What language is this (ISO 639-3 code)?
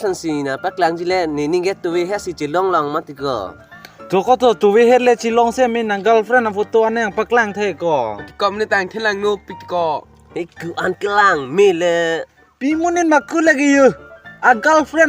mjw